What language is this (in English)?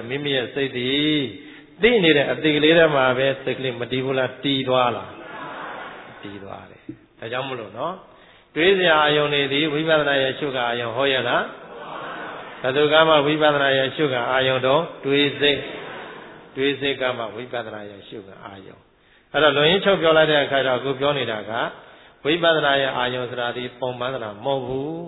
Burmese